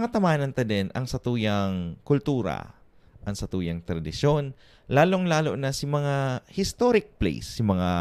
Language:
Bikol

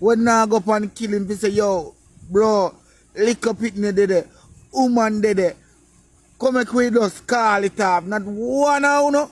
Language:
Jamaican Creole English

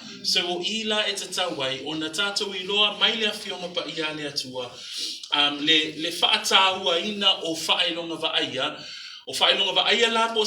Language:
Samoan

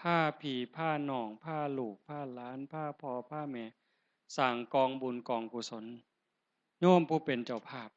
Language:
Northeastern Thai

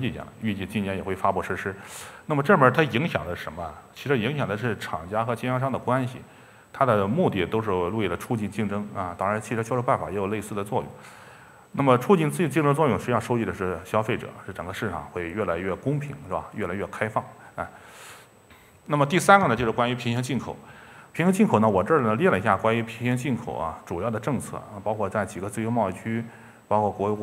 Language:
Chinese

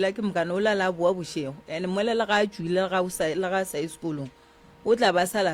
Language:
Northern Sotho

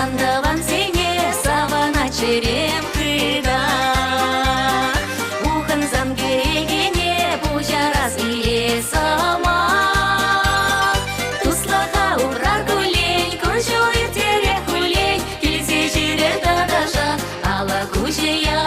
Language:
Chuvash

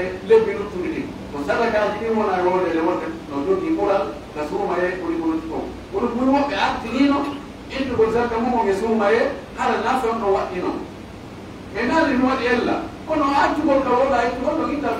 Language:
Pular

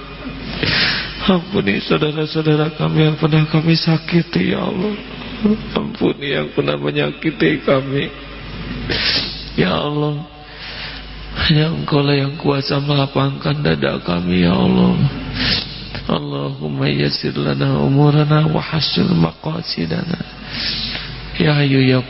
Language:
Indonesian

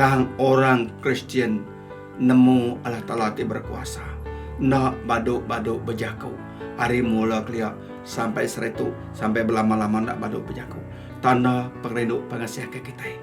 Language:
Iban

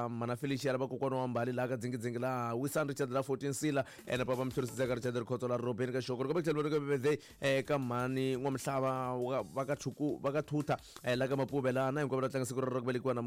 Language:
Tsonga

